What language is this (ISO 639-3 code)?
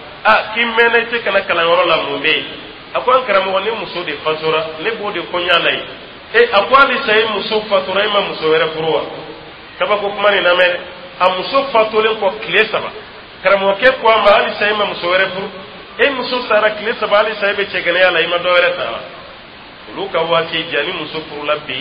dyu